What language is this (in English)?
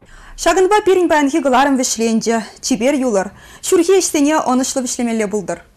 Chuvash